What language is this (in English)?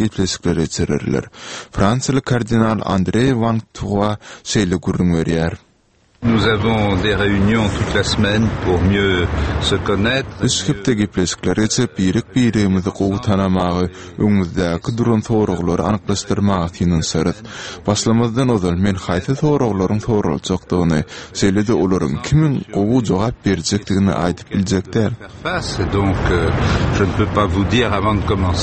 Turkmen